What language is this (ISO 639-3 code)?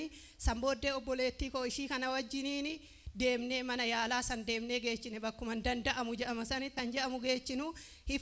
orm